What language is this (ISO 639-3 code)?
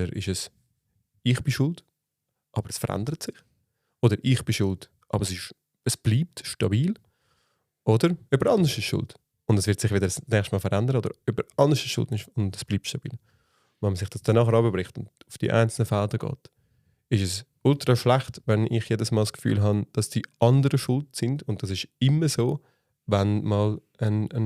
gsw